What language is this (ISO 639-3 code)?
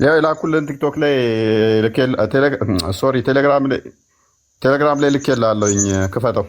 amh